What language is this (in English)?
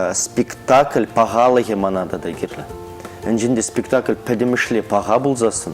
Chuvash